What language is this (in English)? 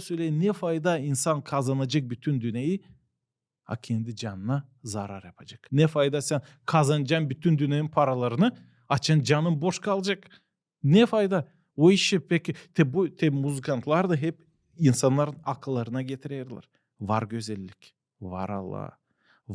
Gagauz